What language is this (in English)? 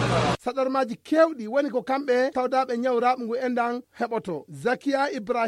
Fula